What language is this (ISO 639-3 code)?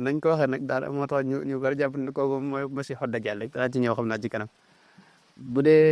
wol